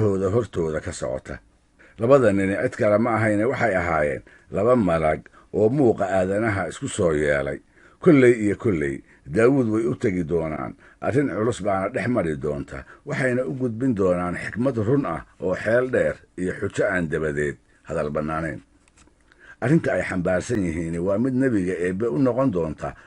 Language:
Somali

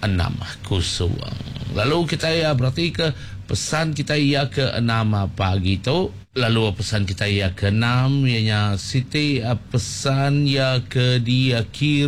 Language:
Iban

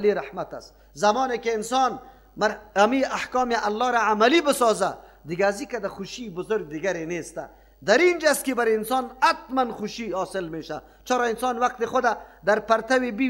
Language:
Persian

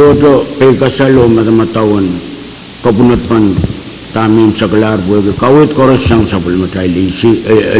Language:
Pohnpeian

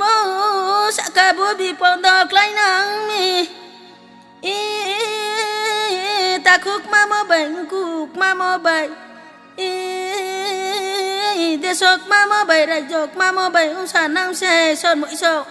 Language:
Riang (India)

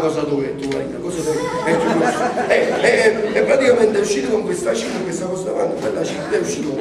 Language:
Neapolitan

